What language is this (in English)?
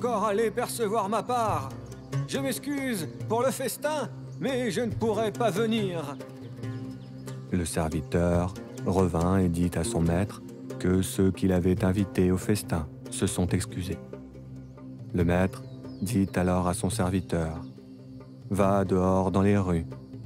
French